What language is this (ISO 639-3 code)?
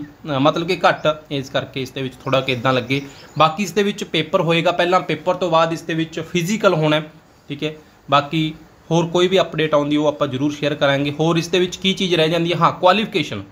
pan